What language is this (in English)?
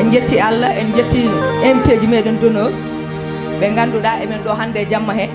Fula